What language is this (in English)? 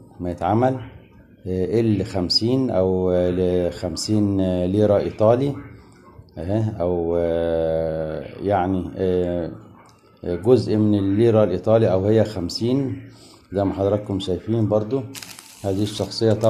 Egyptian Arabic